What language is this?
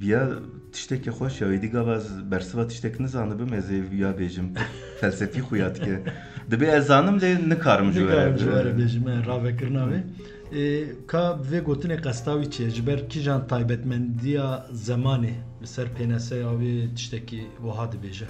Kurdish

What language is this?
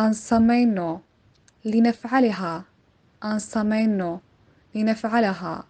Somali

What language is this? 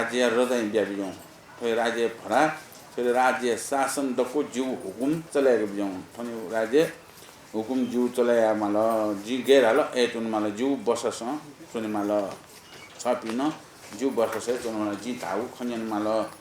Newari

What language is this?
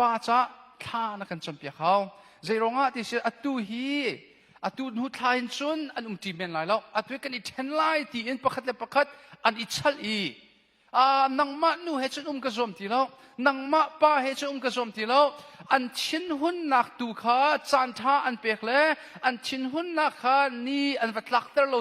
Hakha Chin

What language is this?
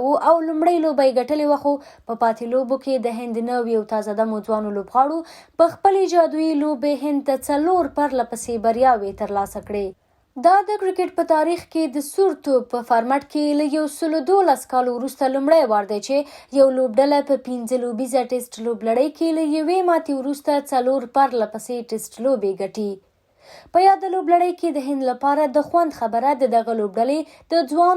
Pashto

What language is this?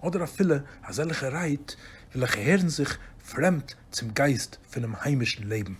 Yiddish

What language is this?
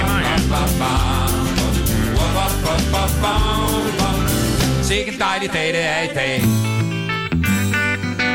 Danish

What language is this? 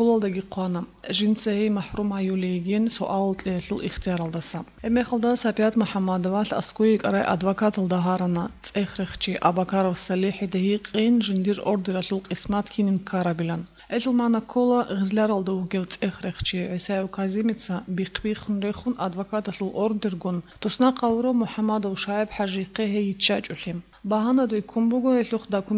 Avaric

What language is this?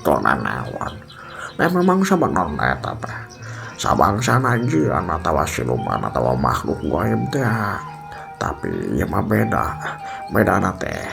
Sundanese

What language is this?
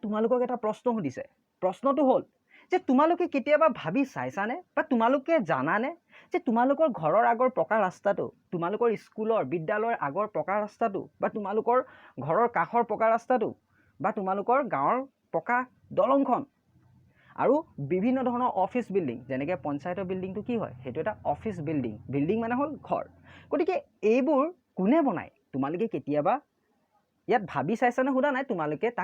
Assamese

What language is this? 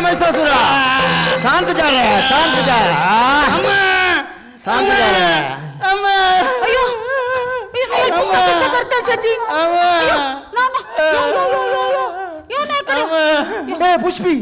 Konkani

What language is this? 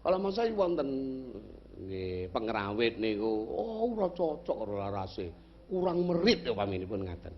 Javanese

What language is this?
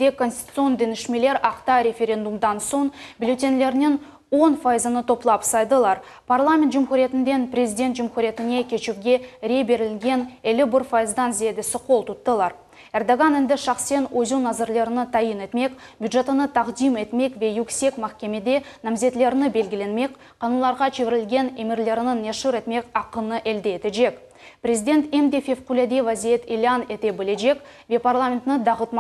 Crimean Tatar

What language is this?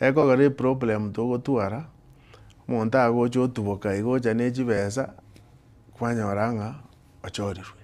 Gusii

